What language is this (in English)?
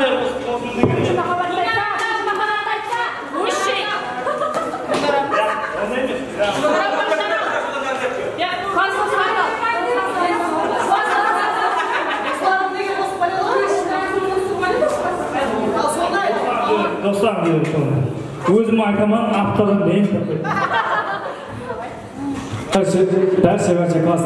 Kara-Kalpak